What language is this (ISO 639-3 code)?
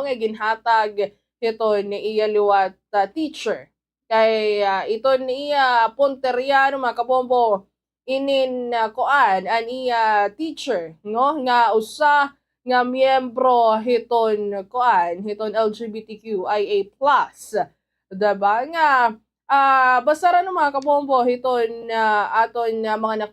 war